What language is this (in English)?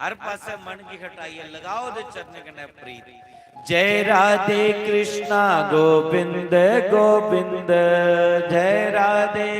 Dogri